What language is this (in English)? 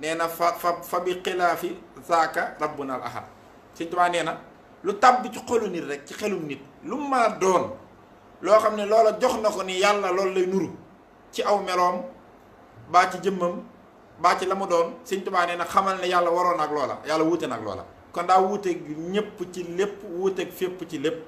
Wolof